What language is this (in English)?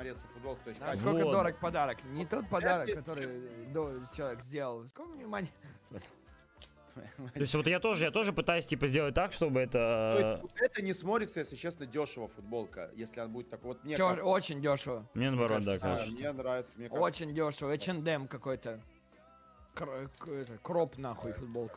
Russian